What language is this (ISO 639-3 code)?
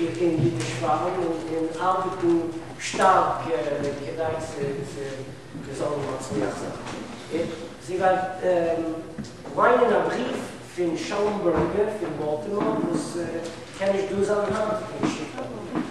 yid